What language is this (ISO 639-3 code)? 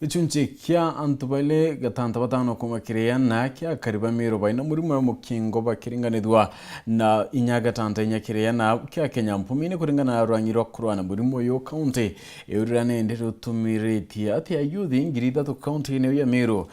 mer